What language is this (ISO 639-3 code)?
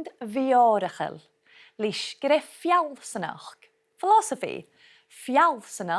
gla